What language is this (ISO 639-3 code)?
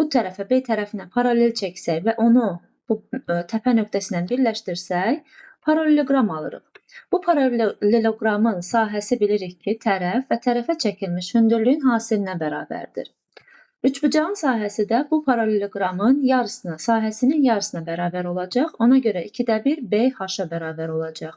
aze